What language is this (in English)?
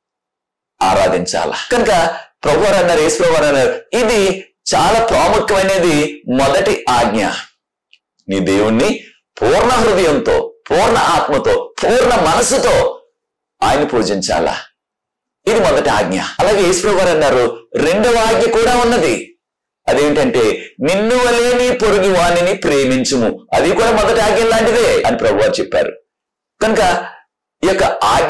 Telugu